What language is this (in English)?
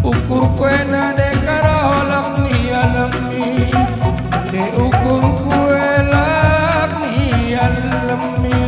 Batak Karo